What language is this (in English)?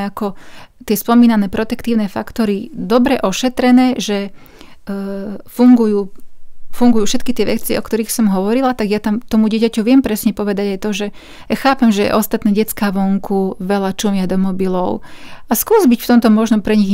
Slovak